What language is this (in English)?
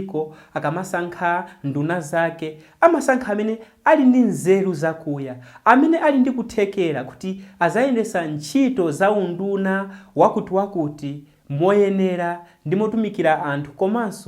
Nyanja